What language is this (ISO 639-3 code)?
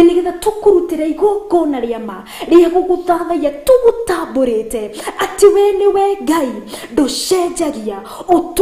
kik